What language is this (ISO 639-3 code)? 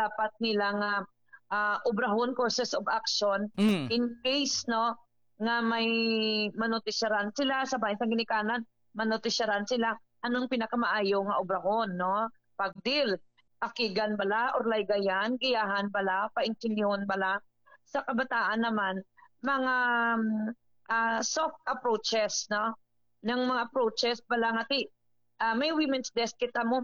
hil